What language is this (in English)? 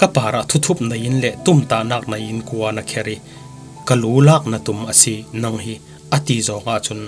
Falam Chin